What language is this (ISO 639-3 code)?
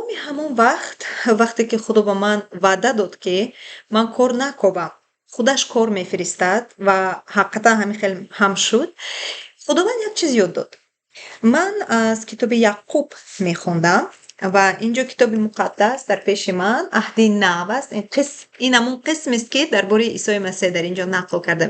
tgk